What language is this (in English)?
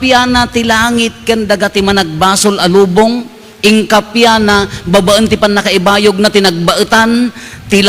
Iloko